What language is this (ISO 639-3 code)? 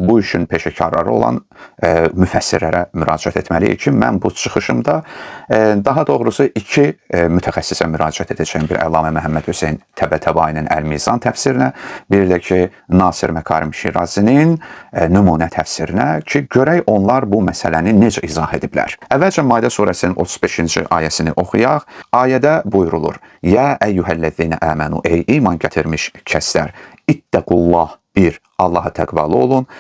aze